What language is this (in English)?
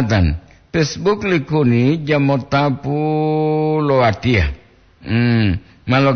Gorontalo